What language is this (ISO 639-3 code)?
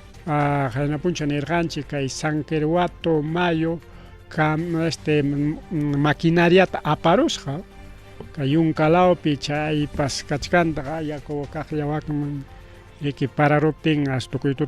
quy